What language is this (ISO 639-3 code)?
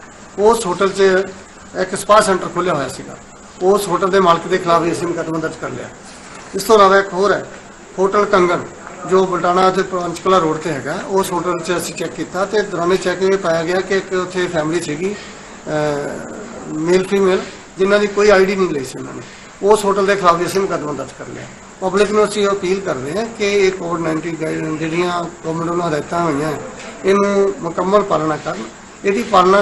pan